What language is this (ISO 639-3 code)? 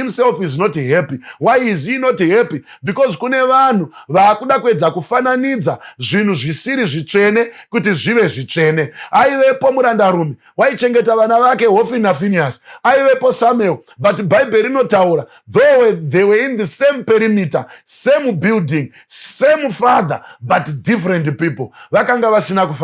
sna